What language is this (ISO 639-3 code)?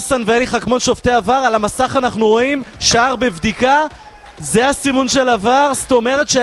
heb